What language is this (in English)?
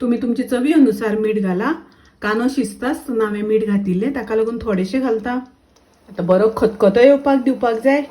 Konkani